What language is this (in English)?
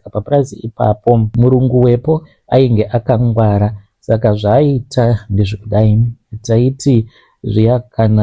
Shona